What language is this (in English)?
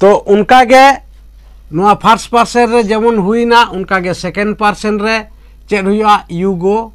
Santali